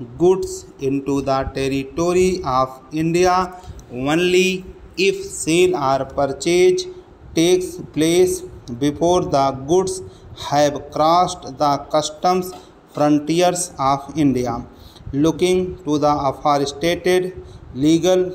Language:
English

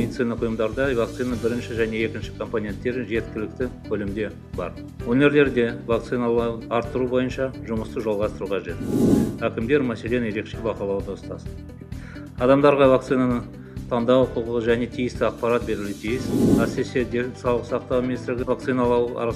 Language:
Kazakh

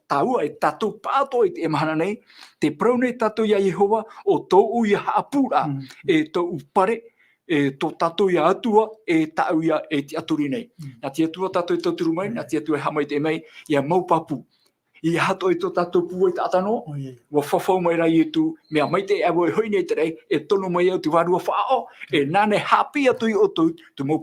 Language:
Tahitian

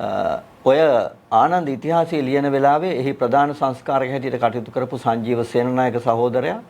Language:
Sinhala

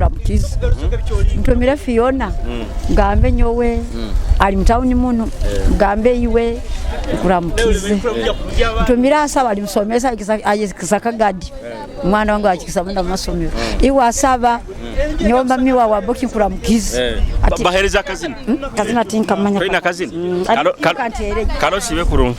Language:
Nyoro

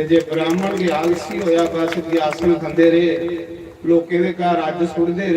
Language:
Dogri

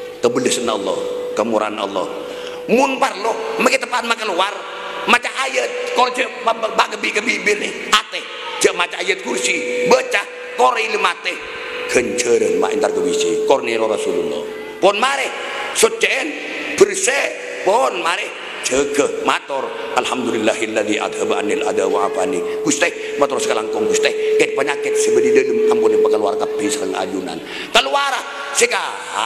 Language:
Madurese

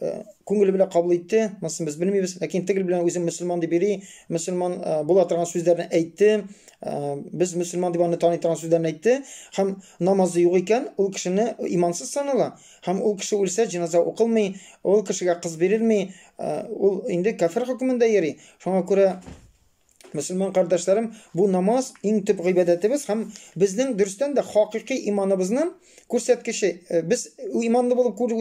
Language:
Tatar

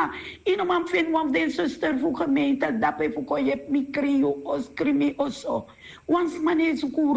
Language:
Sranan Tongo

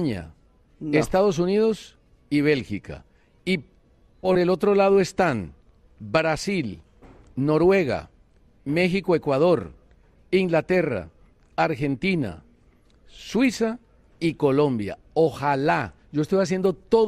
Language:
Spanish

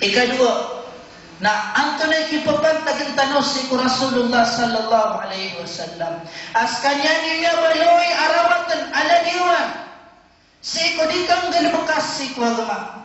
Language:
Maranao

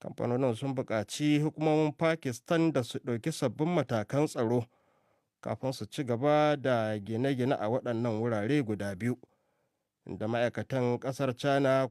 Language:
Hausa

